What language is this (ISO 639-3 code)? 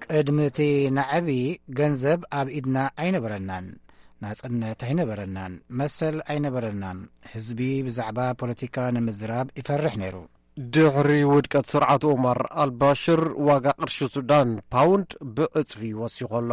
tir